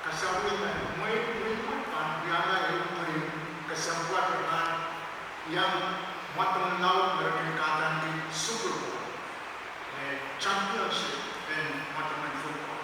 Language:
Pohnpeian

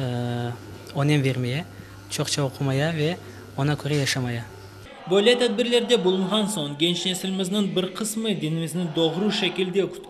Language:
Crimean Tatar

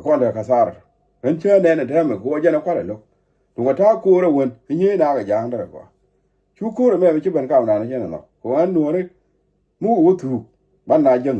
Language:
Nuer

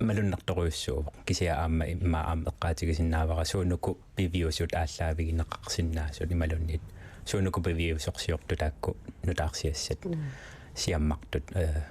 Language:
Kalaallisut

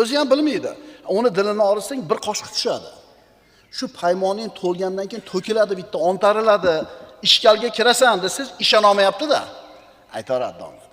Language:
Uzbek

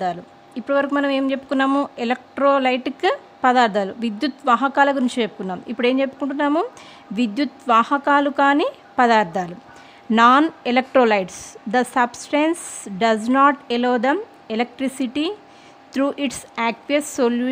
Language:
Telugu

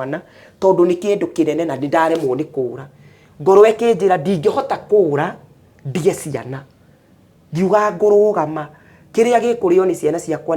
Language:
Kikuyu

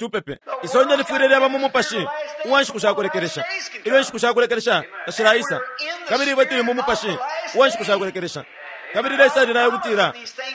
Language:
Bemba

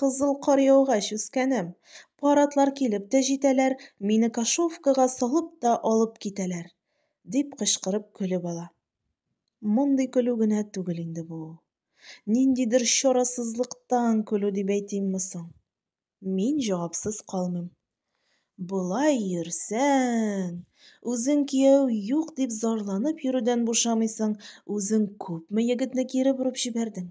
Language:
Tatar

